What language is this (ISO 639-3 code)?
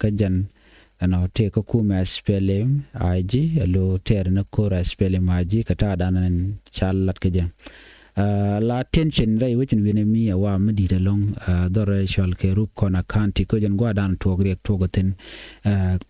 nus